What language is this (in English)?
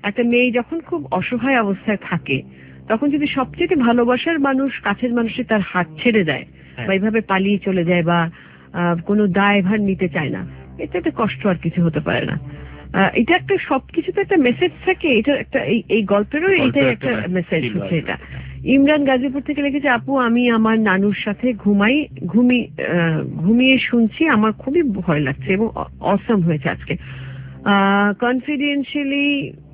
Bangla